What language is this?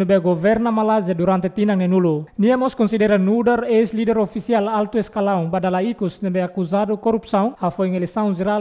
Tetum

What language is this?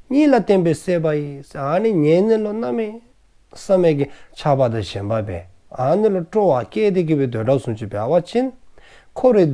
Dzongkha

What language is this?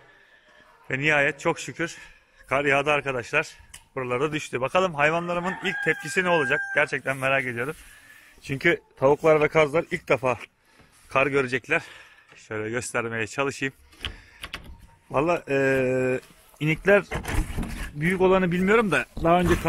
Turkish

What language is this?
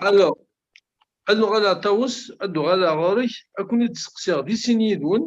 Kabyle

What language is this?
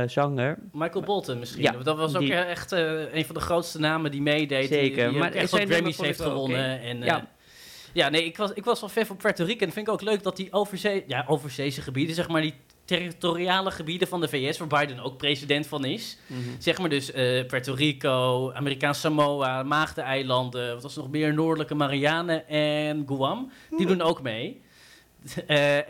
Dutch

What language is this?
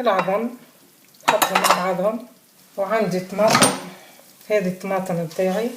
Tunisian Arabic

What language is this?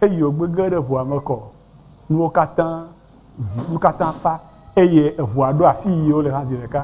Ewe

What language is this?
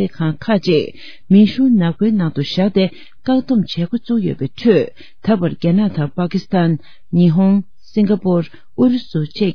Tibetan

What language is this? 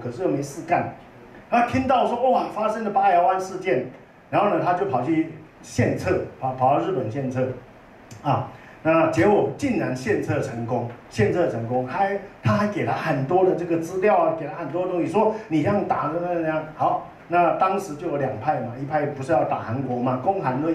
Chinese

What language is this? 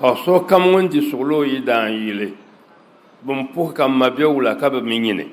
Dagbani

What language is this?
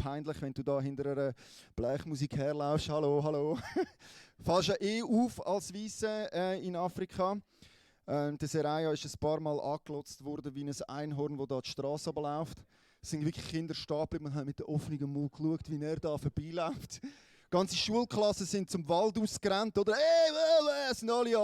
Swiss German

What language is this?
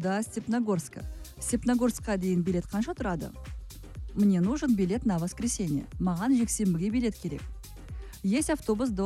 Kazakh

